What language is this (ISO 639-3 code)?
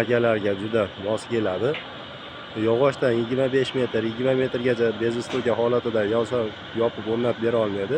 uzb